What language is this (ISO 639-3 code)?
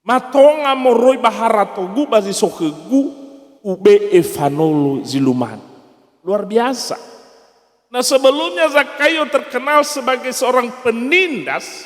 nia